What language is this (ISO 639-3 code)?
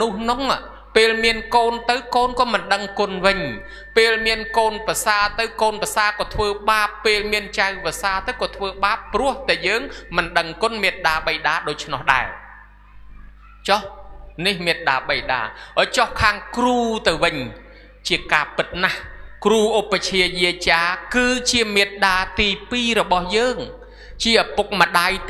khm